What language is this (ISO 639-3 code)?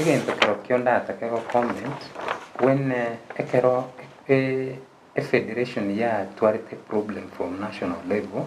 guz